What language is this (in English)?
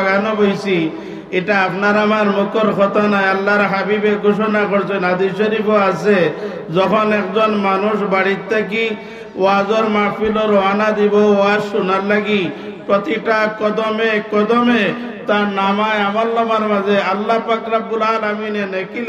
Sylheti